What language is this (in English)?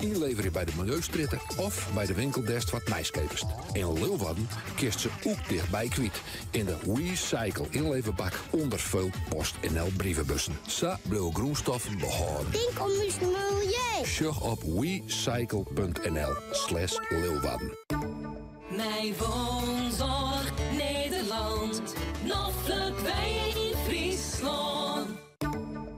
Western Frisian